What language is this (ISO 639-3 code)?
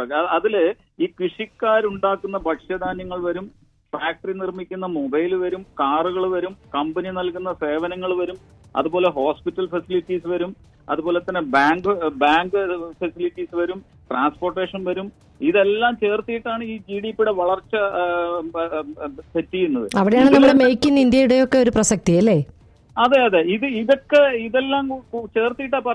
mal